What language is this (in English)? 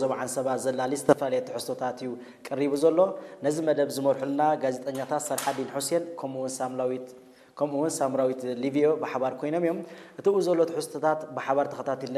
Tigrinya